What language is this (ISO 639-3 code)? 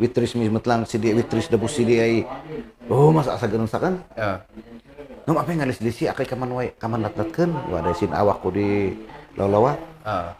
kne